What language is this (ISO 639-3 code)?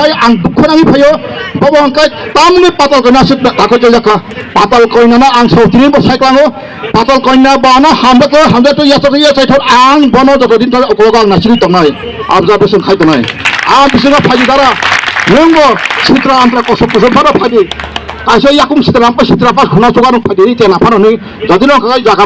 trp